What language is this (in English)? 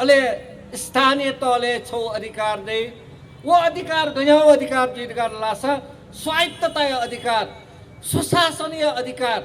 Newari